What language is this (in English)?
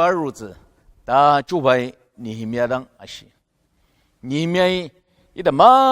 Ao Naga